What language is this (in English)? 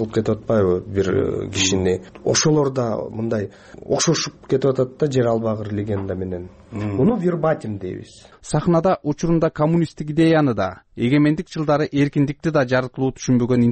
Kyrgyz